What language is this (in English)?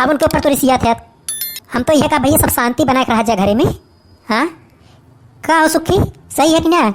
Awadhi